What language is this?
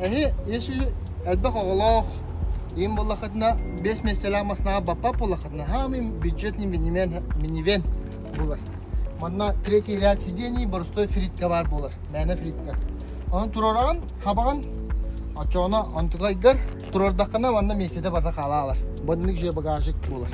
Yakut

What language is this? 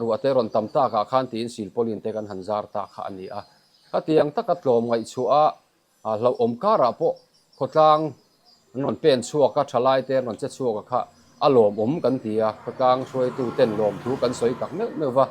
Mizo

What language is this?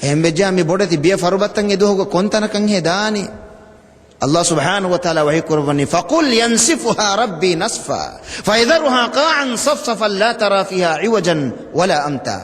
Divehi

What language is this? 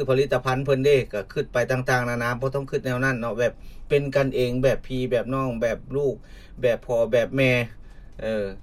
Lao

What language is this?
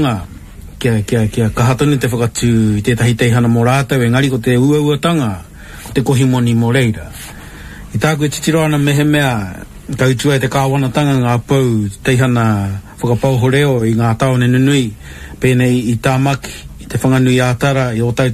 Māori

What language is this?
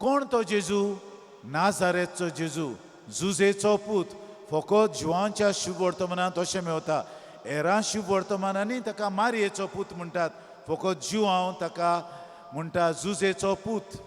Konkani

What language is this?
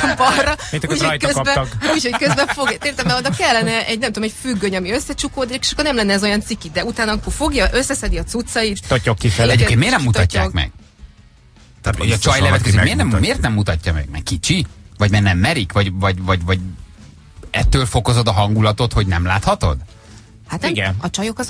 Hungarian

